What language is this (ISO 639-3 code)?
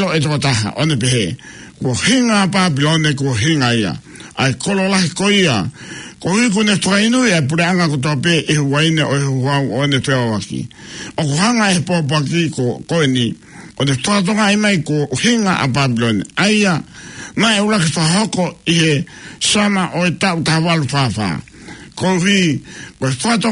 ton